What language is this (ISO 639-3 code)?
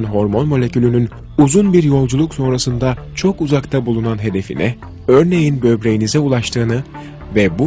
tur